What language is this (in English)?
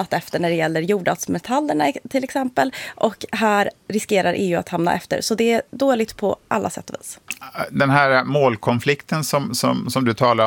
Swedish